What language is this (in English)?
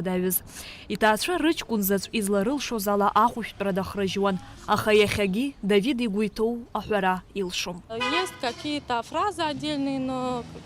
Abkhazian